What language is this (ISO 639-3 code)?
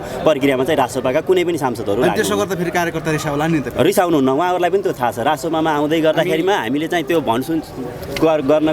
nep